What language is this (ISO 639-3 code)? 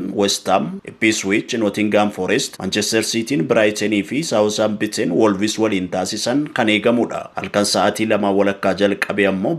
orm